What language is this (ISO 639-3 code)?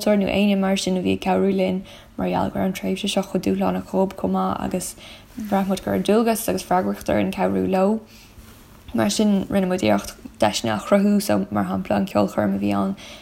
gle